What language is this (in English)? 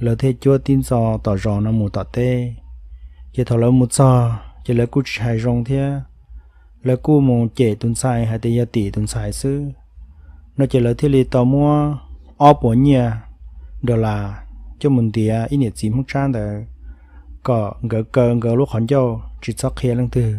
Hmong